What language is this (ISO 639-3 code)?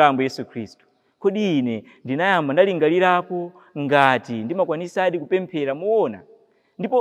nya